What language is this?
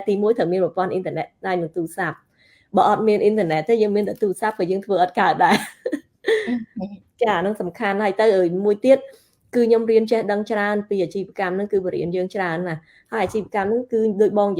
Khmer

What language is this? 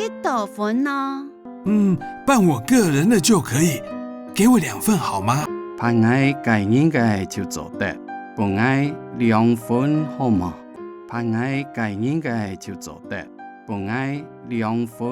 Hakka Chinese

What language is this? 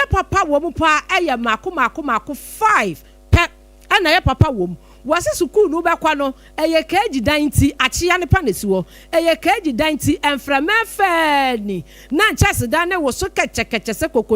Akan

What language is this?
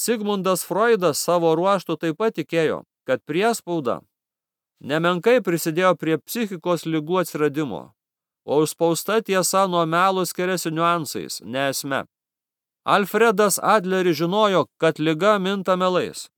Lithuanian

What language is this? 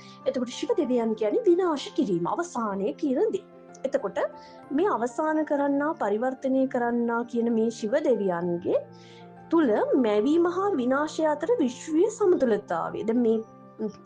Sinhala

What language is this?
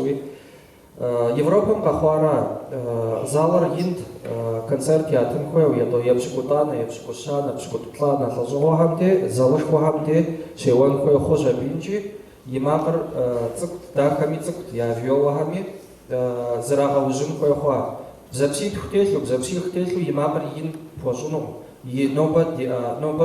Kabardian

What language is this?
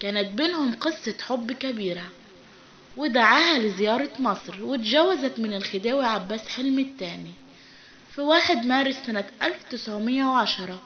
Egyptian Arabic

